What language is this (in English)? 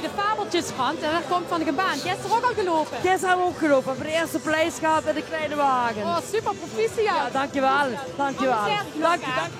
Limburgish